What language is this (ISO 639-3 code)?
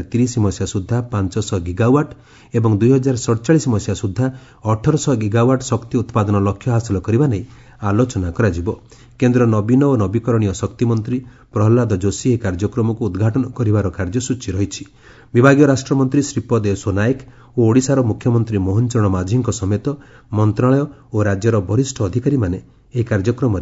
ori